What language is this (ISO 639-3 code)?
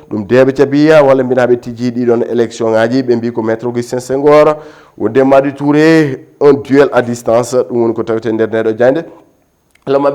ful